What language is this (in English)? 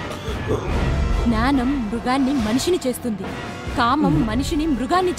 Telugu